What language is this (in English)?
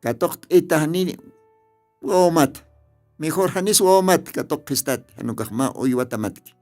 Aymara